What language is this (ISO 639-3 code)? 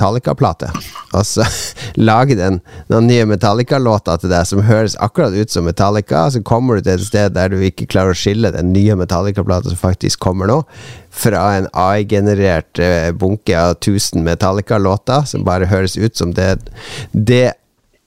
nor